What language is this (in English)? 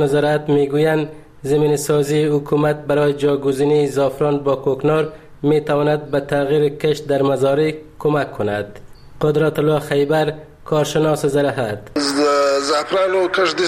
Persian